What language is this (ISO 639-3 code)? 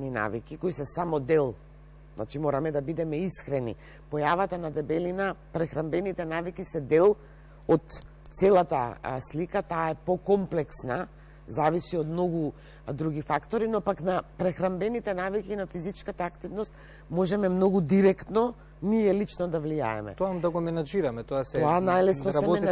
mkd